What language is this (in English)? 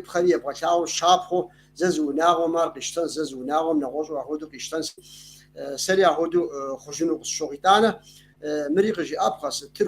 Kabardian